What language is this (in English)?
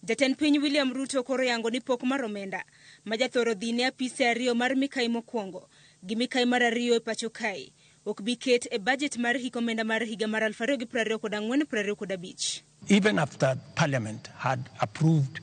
Luo (Kenya and Tanzania)